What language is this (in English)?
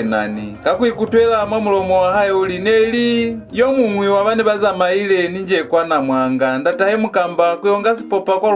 Lozi